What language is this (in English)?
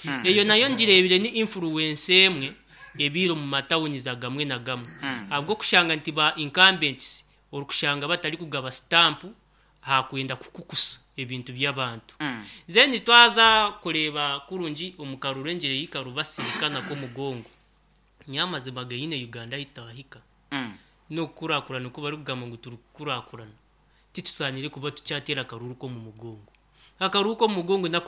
Nyankole